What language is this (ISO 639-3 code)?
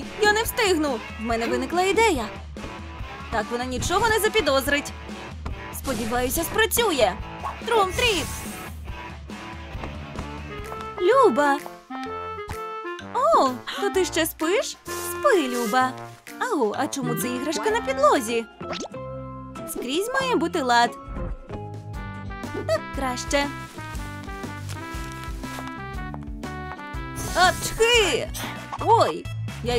ukr